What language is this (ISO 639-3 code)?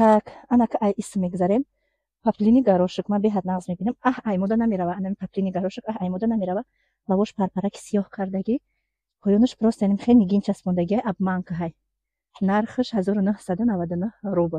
tgk